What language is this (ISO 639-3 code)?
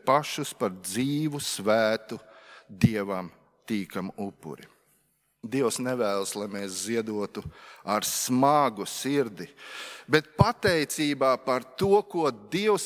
lav